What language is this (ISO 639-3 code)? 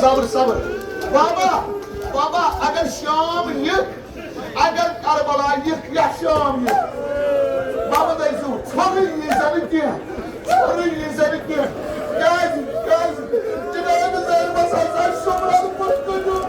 kas